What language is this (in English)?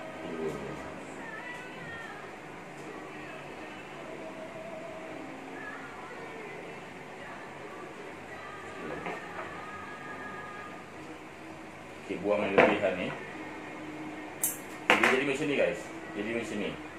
Malay